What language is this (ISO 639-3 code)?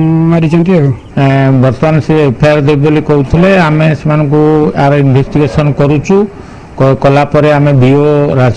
ori